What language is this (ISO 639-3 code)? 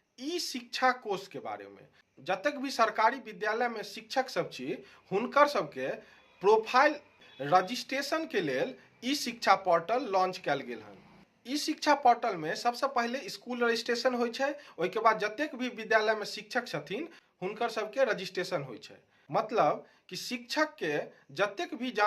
mai